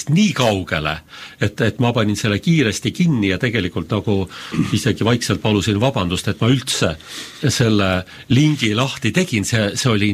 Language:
Estonian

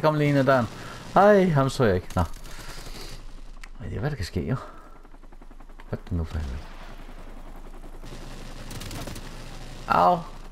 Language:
Danish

